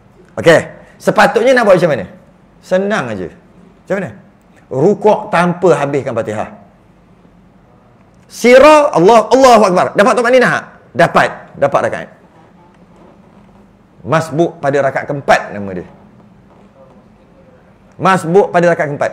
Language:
Malay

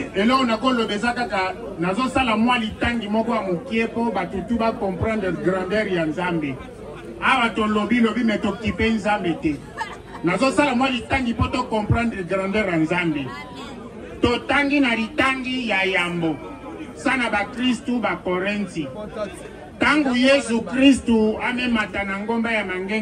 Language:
Lingala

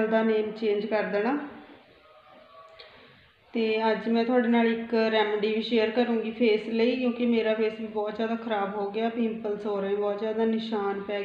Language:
Punjabi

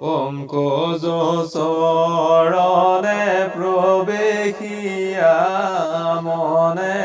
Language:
Assamese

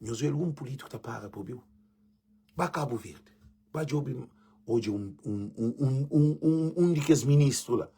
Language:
Kabuverdianu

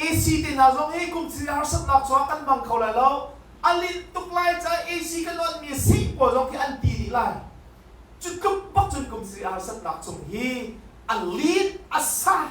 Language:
Hakha Chin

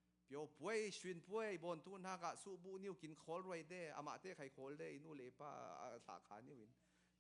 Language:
Falam Chin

